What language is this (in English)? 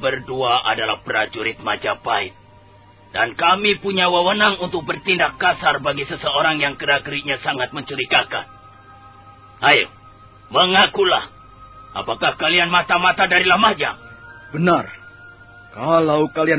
Indonesian